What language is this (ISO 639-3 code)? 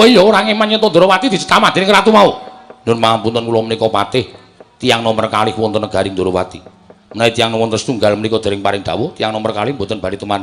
jav